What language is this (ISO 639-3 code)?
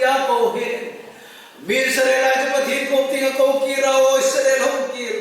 hmr